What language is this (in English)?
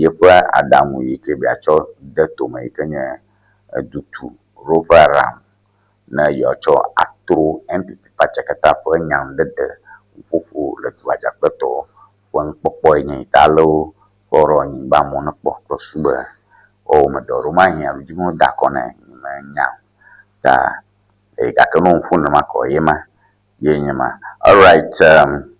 Ewe